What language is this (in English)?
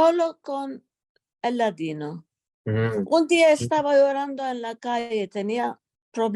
Ladino